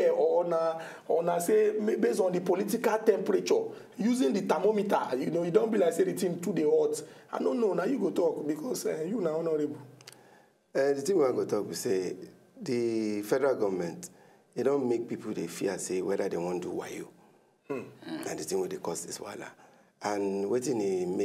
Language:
Nigerian Pidgin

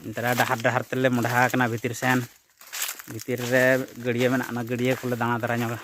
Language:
Santali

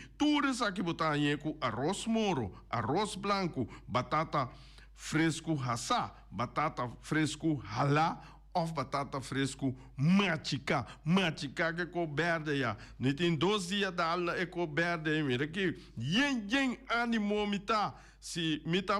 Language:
Papiamento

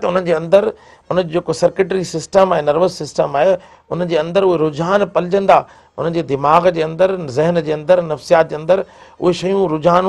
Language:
Sindhi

